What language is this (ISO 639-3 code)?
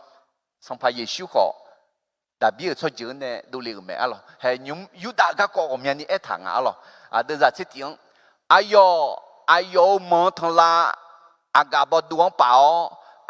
ahk